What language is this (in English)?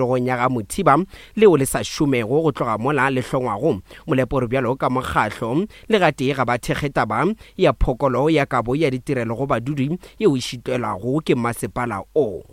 Northern Sotho